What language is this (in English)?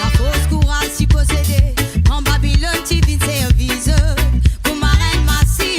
Morisyen